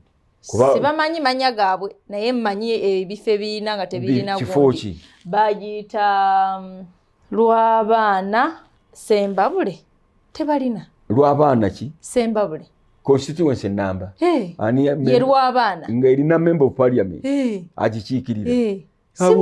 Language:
Ganda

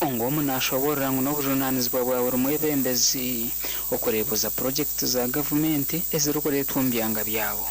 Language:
Nyankole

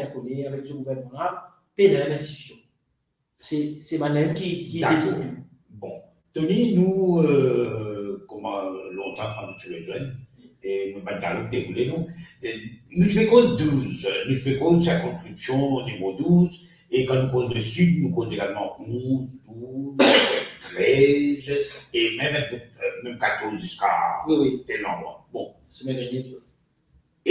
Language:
Morisyen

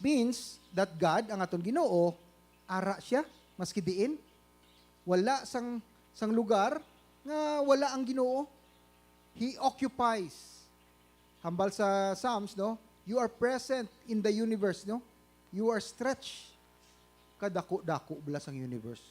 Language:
Hiligaynon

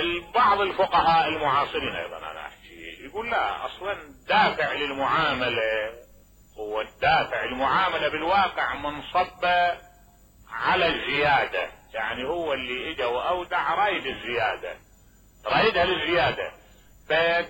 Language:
Mesopotamian Arabic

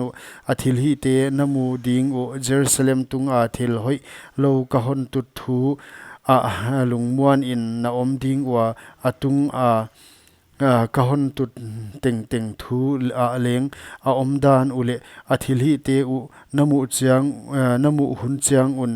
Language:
Paite Chin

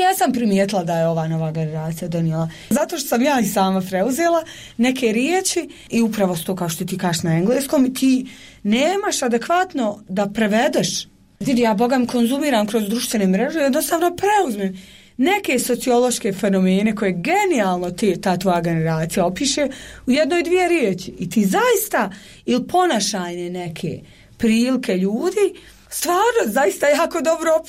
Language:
Bosnian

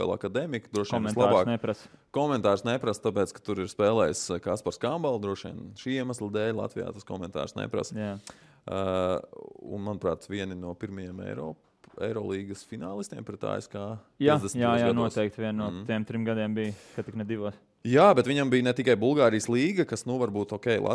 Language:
Latvian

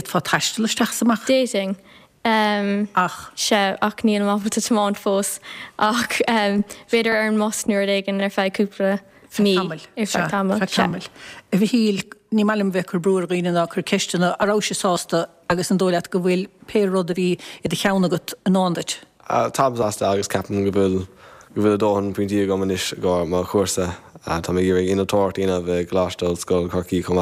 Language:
Irish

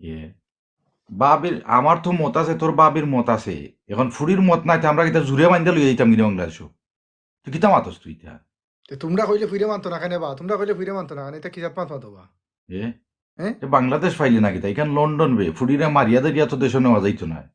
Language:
Sylheti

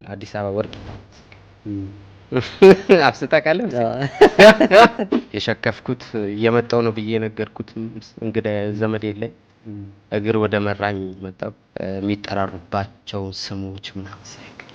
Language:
Amharic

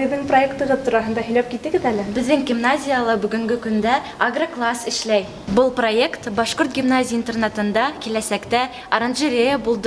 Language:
Bashkir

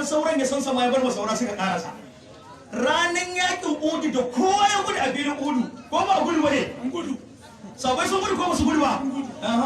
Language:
Hausa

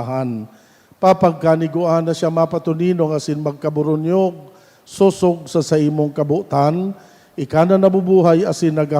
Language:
Bikol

